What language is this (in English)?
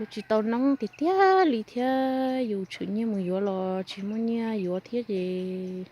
Hmong